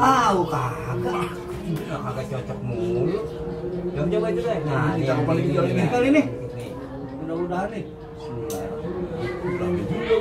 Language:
Betawi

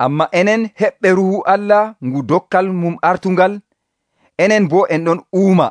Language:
Nigerian Fulfulde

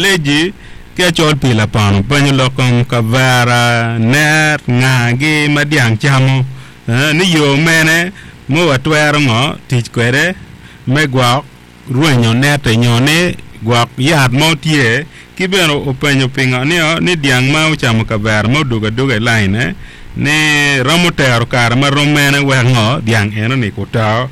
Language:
Acoli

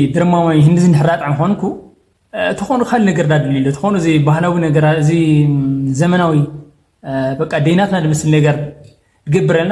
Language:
Tigrinya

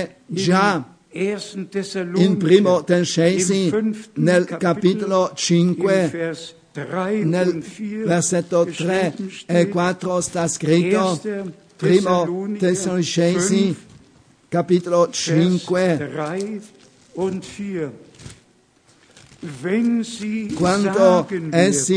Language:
Italian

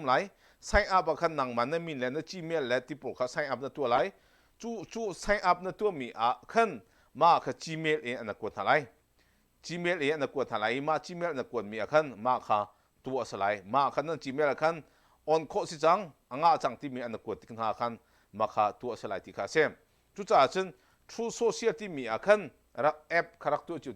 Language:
Hakha Chin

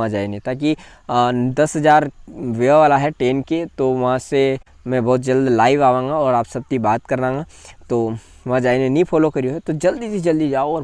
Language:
Rajasthani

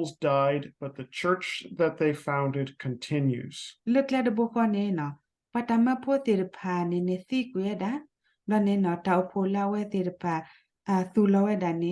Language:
S'gaw Karen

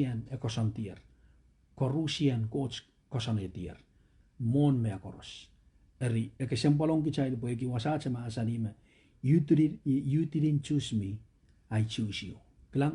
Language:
Pohnpeian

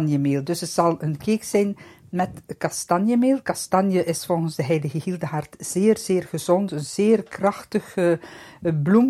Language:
Dutch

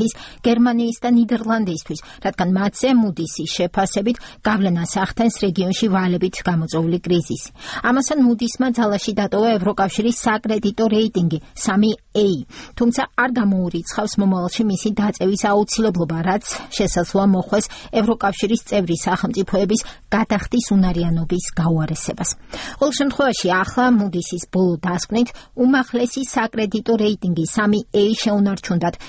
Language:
Georgian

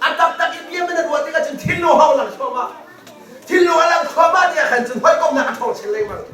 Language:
Hakha Chin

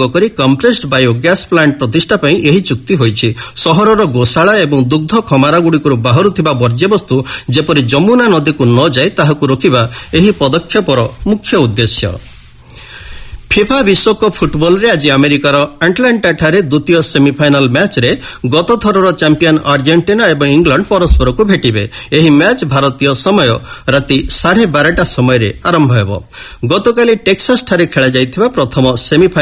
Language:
Odia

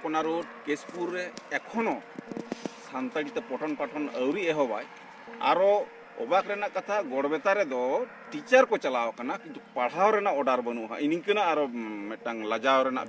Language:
Santali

